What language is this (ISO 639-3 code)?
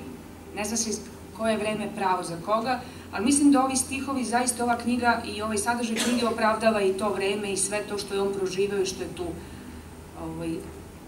srp